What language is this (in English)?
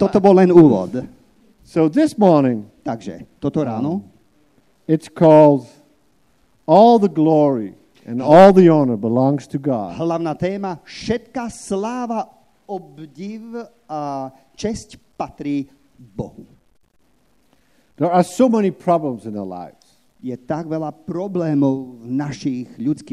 Slovak